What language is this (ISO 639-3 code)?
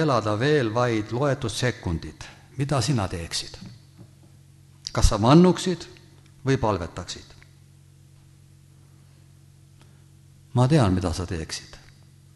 est